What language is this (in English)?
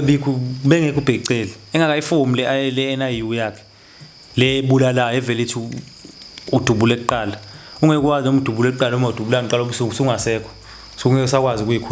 Zulu